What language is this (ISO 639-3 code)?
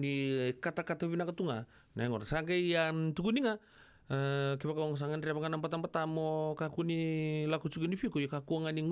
fij